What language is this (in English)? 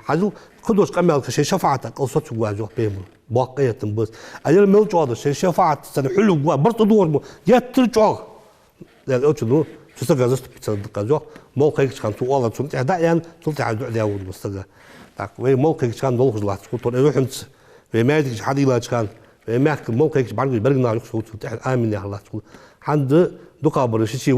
Ingush